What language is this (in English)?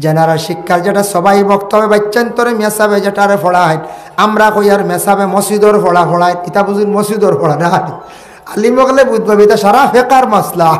Sylheti